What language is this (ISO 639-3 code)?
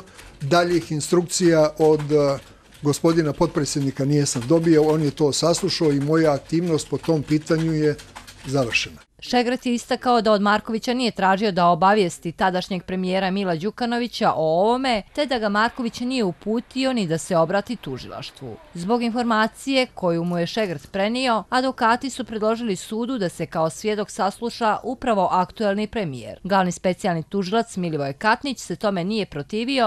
hrv